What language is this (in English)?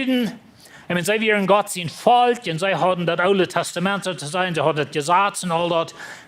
Plautdietsch